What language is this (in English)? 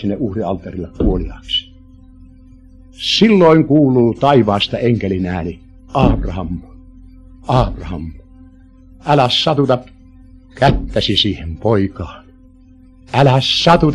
Finnish